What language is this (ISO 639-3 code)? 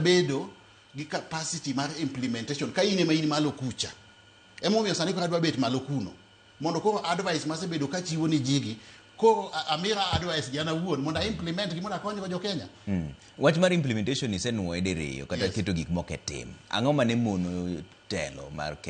luo